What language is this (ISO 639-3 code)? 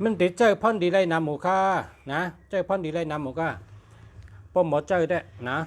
shn